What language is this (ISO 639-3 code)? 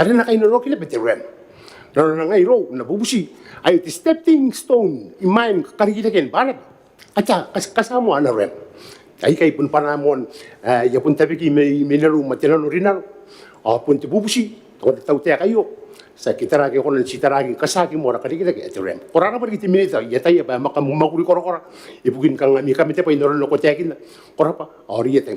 gil